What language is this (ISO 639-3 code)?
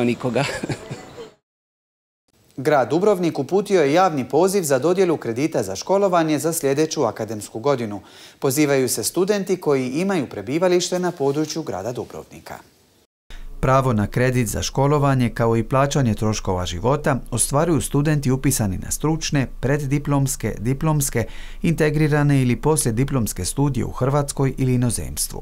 hrv